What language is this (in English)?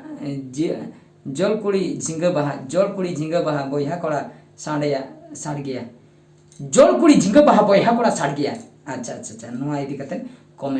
Santali